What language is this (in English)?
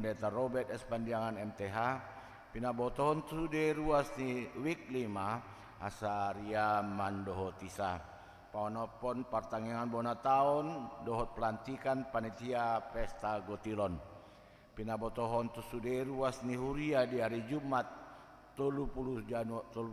Batak Toba